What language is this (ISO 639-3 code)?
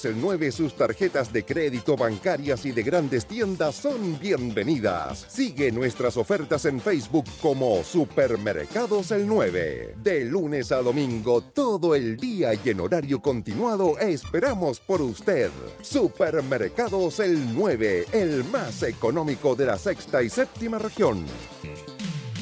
spa